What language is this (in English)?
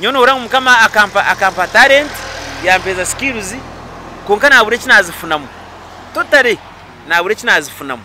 Nyankole